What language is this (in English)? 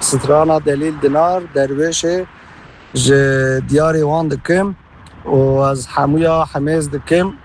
Kurdish